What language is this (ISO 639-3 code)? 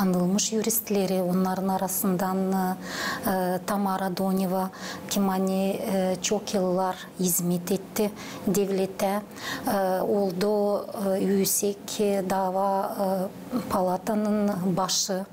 gag